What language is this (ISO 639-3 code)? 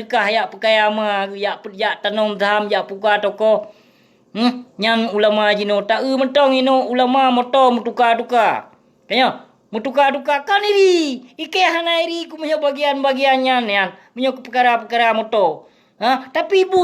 ace